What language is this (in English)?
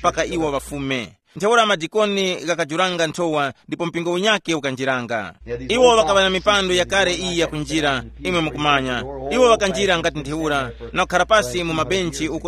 Tumbuka